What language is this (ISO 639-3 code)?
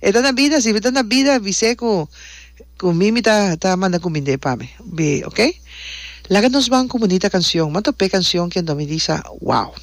pap